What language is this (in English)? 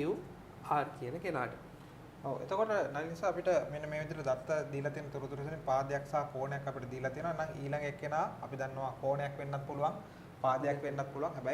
Sinhala